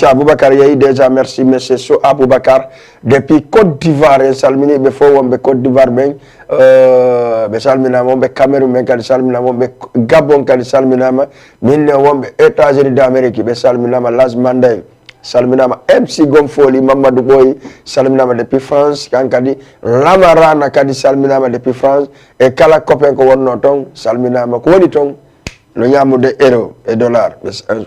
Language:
Fula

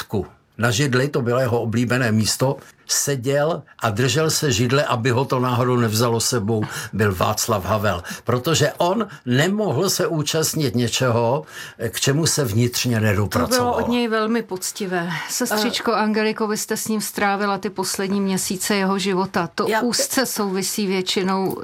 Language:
Czech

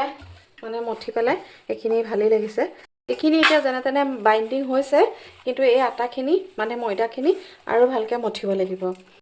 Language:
Assamese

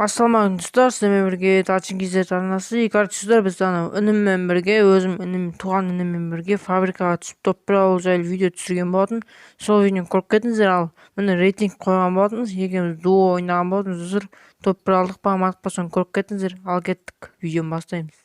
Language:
Kazakh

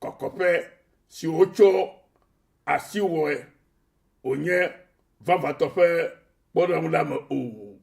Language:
Ewe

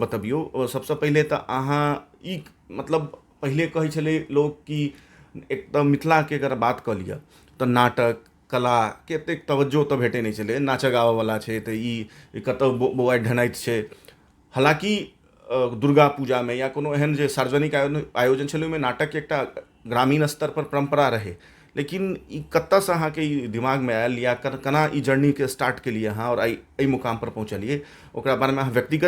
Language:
Maithili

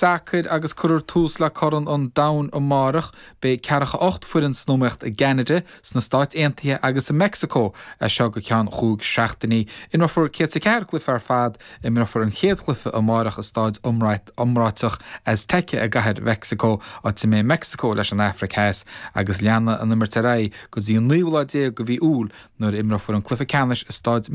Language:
Irish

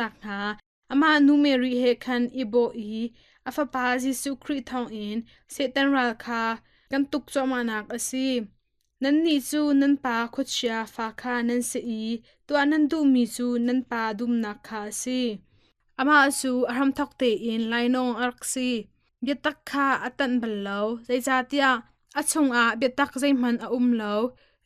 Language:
Hakha Chin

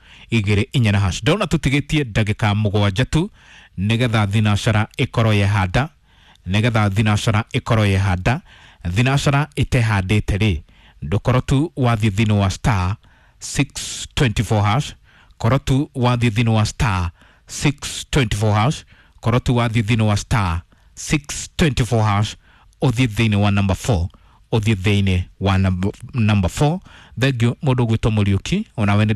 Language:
Kikuyu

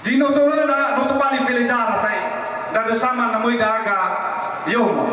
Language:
Nias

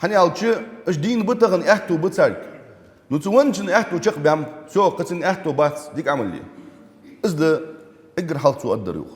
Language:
Ingush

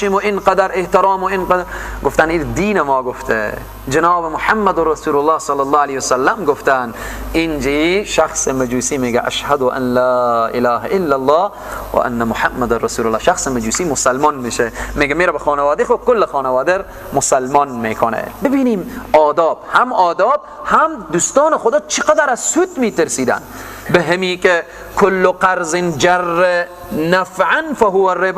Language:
Persian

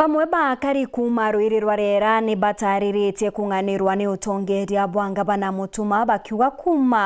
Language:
Meru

